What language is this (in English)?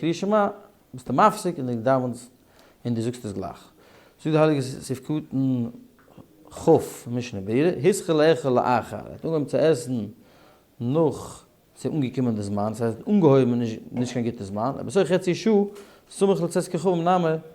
Yiddish